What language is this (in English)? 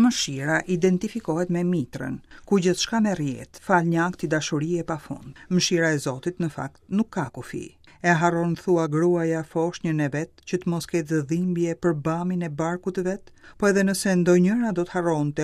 Albanian